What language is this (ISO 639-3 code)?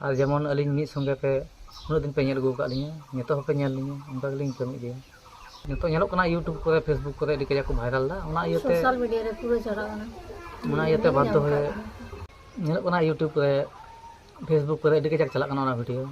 sat